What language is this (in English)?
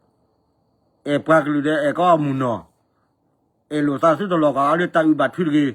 S'gaw Karen